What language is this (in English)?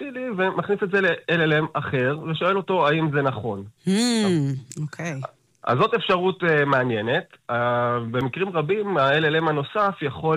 Hebrew